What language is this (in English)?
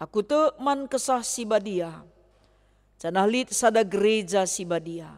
Batak Karo